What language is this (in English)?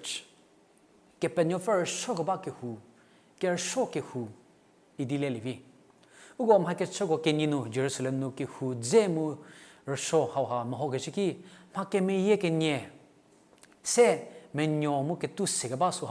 Angami Naga